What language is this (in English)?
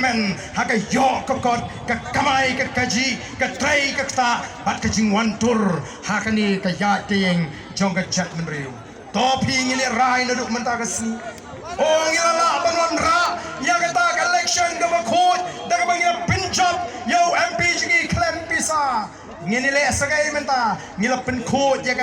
Khasi